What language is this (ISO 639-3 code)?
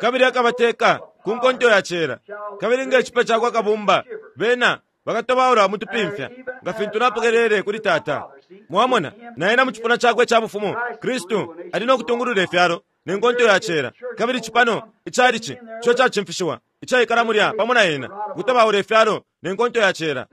bem